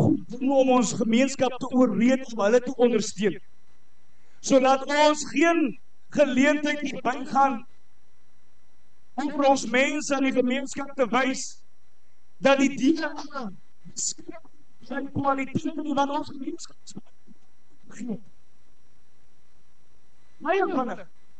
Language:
Afrikaans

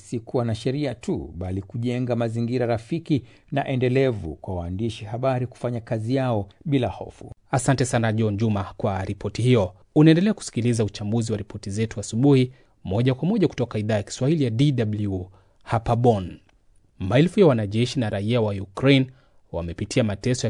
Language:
Swahili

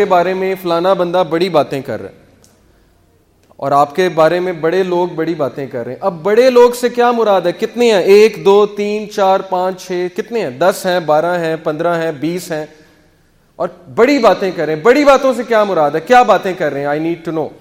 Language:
Urdu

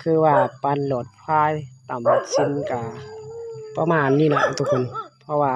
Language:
Lao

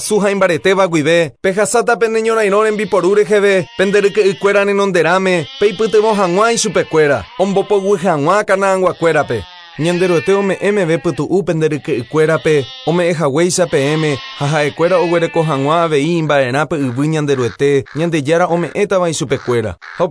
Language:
Guarani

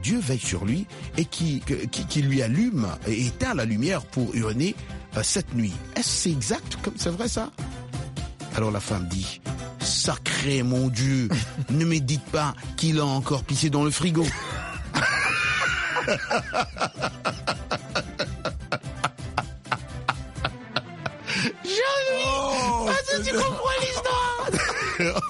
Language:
French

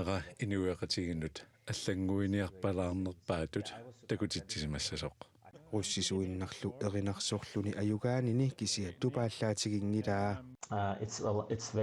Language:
Kalaallisut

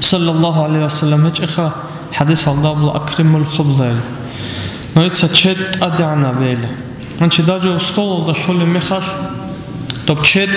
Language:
Avaric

